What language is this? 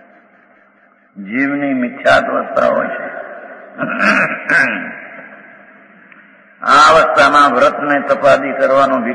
Gujarati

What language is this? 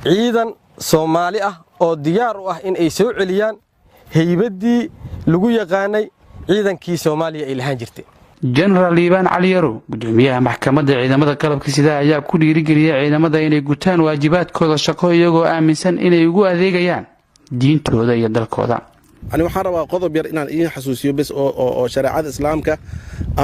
Somali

